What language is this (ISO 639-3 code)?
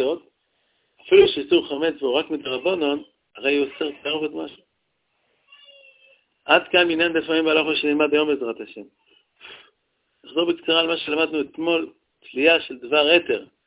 heb